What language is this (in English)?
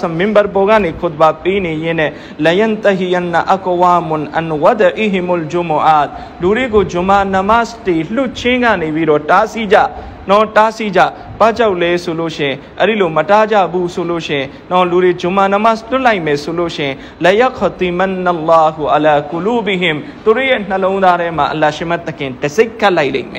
Burmese